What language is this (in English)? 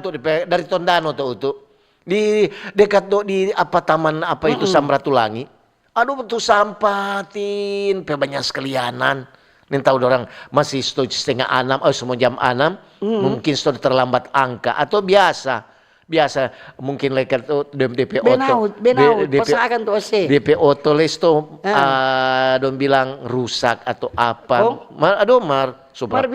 Manado Malay